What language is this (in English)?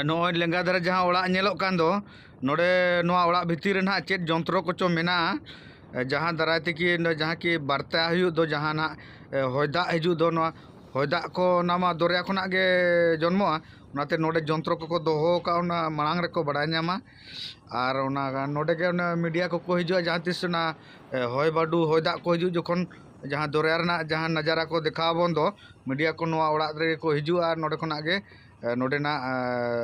Santali